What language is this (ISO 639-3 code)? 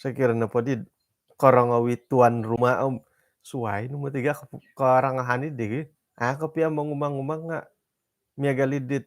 dtp